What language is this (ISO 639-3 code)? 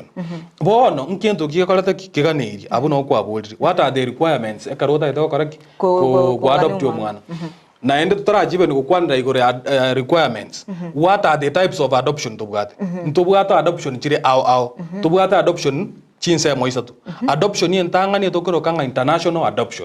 guz